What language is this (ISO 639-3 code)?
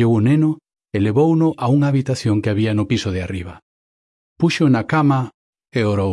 glg